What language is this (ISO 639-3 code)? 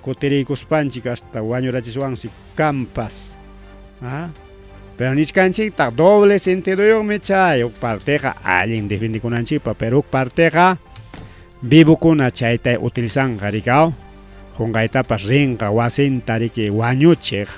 quy